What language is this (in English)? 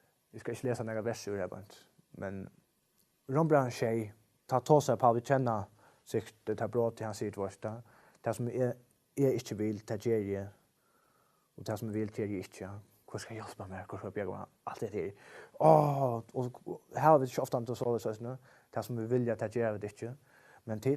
Faroese